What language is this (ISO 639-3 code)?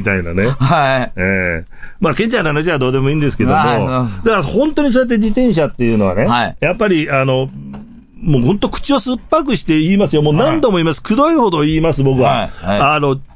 jpn